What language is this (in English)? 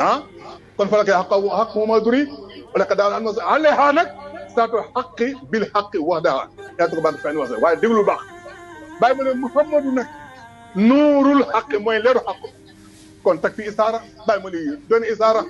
Wolof